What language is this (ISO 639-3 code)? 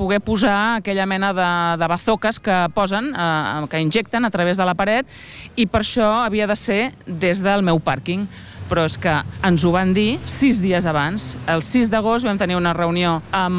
cat